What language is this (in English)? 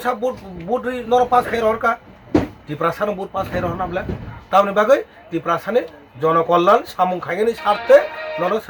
Kok Borok